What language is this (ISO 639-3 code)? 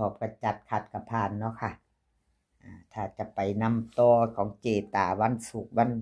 tts